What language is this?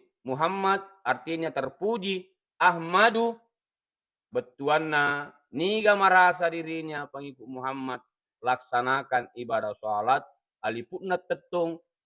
Buginese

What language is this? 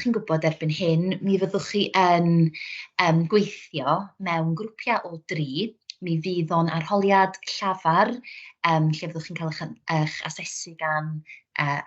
Welsh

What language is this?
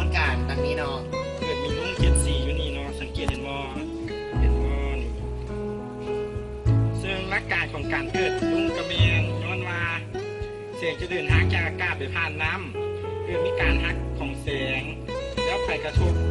Lao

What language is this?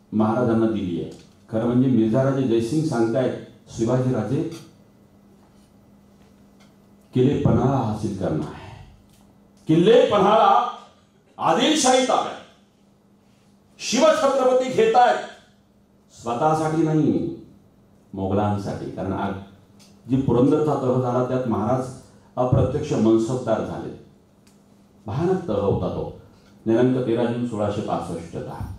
Marathi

